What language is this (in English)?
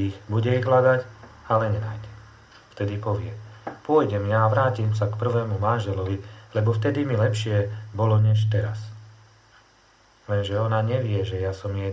Slovak